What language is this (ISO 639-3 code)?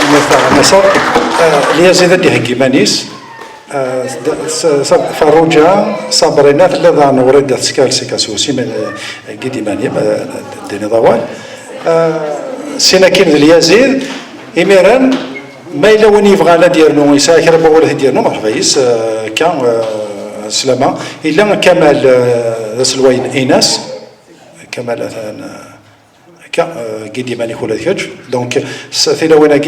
kab